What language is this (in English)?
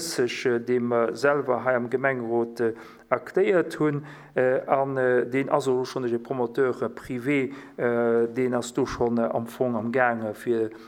Luxembourgish